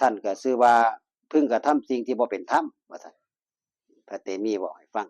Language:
Northeastern Thai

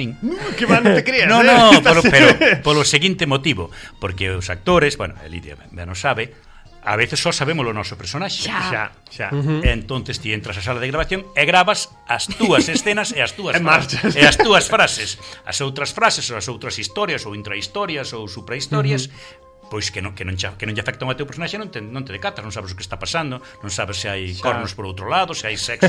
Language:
Galician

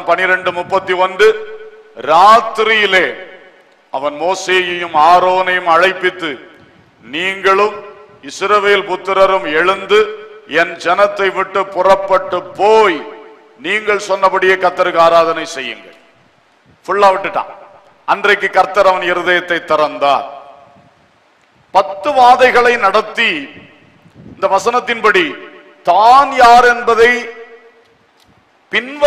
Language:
Tamil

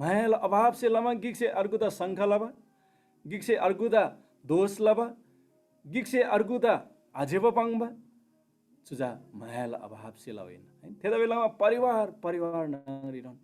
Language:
Eastern Tamang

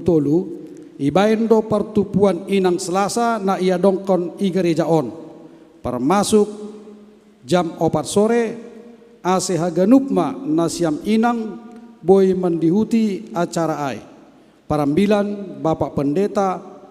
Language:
Batak Simalungun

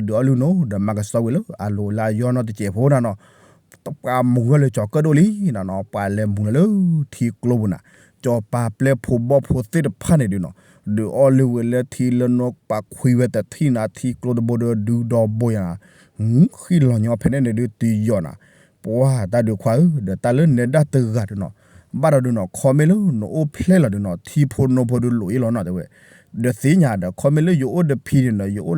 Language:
S'gaw Karen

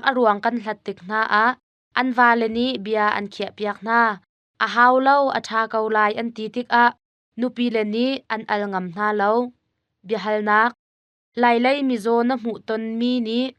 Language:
Hakha Chin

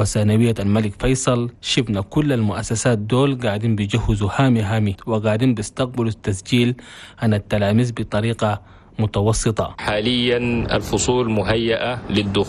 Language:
Chadian Arabic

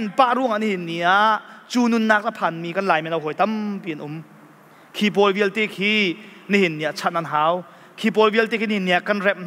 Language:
Hakha Chin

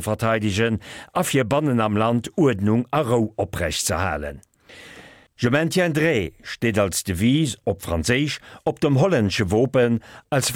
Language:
Luxembourgish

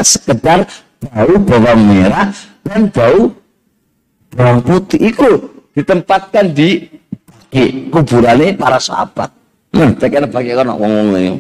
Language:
Indonesian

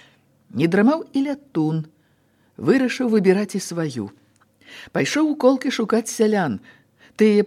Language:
Belarusian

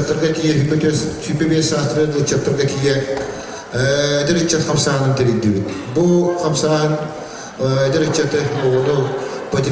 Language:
Yakut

